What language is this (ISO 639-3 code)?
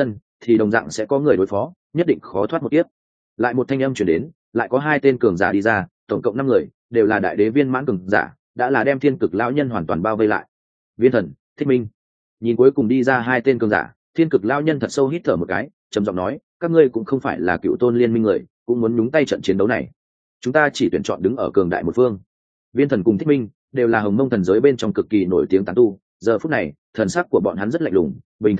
vie